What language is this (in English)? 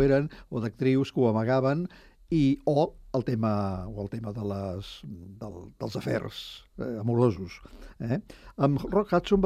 Catalan